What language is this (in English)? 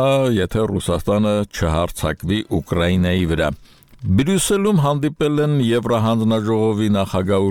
Armenian